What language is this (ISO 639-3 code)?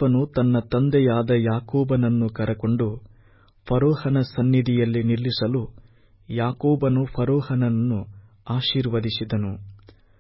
kan